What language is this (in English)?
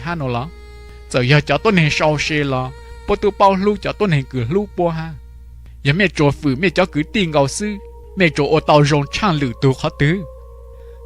Hmong